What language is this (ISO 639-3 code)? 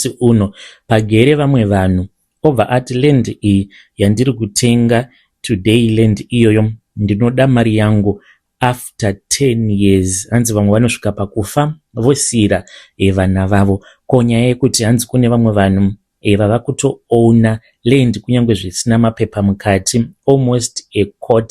sna